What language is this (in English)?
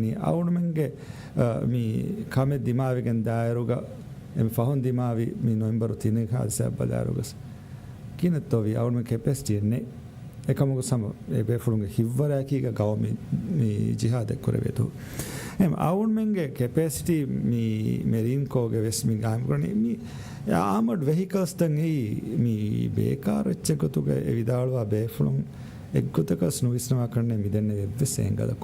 Divehi